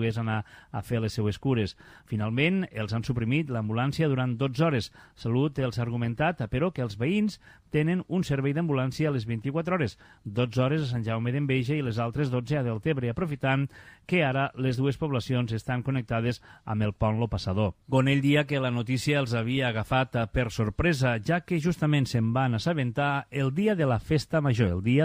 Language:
Catalan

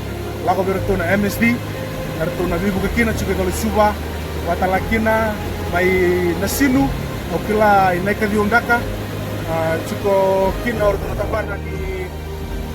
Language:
Fijian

